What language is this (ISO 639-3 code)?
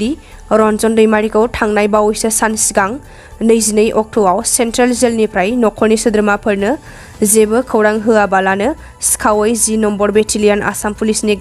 brx